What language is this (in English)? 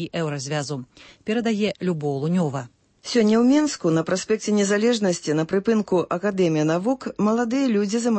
Belarusian